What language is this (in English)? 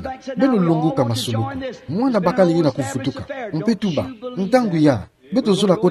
Kituba (Democratic Republic of Congo)